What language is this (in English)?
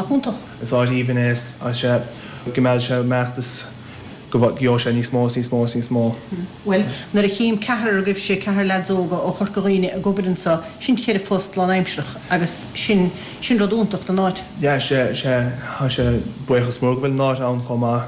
Irish